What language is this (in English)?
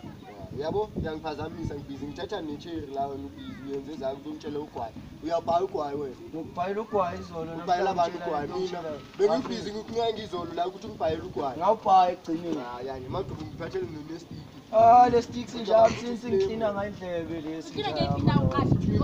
Zulu